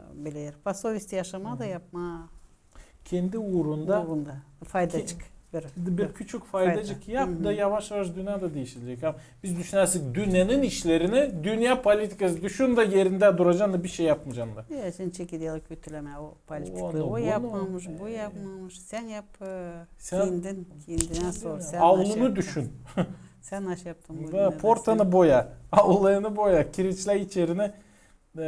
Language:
Gagauz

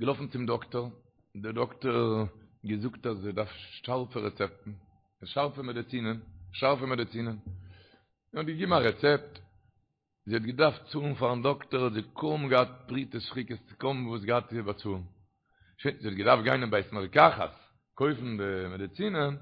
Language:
Yiddish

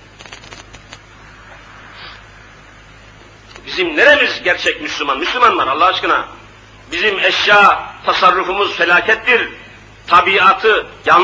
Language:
Turkish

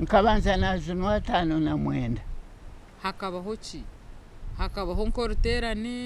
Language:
Nyankole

